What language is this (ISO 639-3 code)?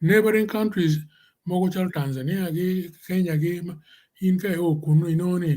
ach